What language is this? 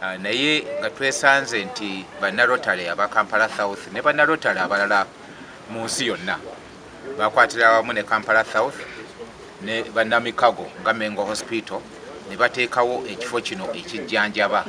Ganda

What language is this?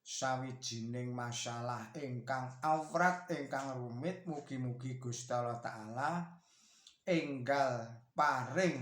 Javanese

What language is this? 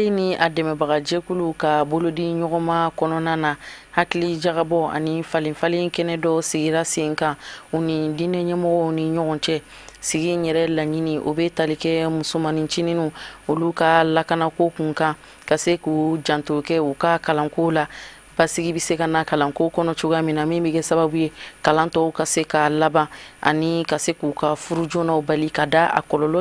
Bambara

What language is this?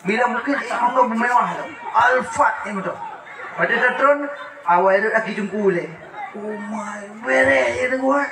Achinese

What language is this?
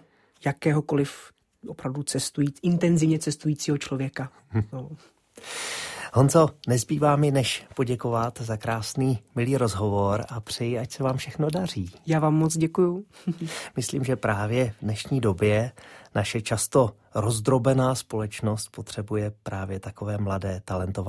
Czech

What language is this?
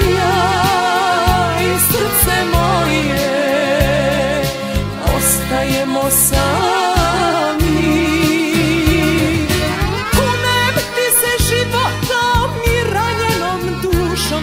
Serbian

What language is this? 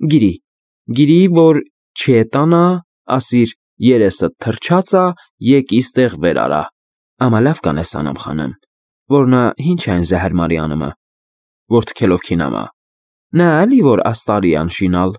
Armenian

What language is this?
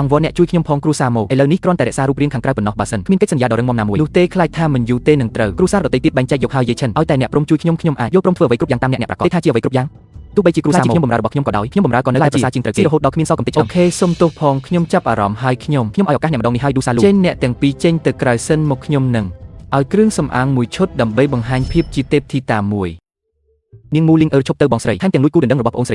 Khmer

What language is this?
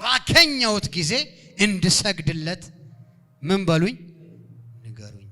Amharic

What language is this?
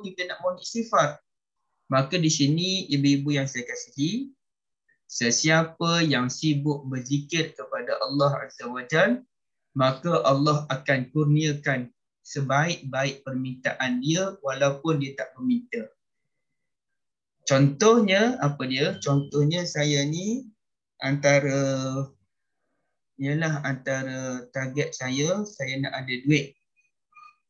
Malay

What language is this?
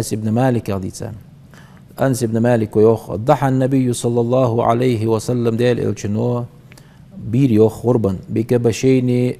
Ingush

